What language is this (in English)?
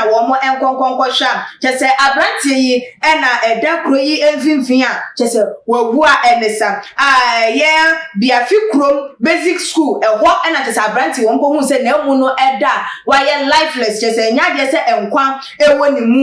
Akan